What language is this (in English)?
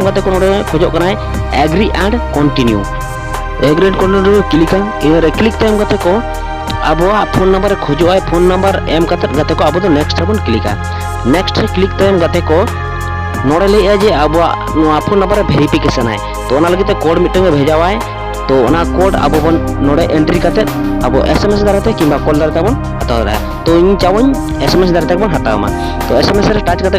Santali